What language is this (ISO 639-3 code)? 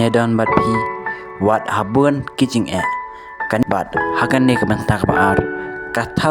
kha